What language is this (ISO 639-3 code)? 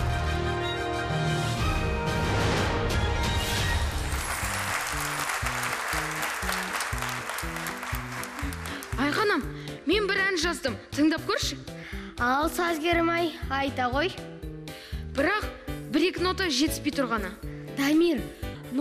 kaz